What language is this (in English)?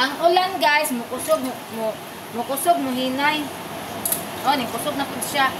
Cebuano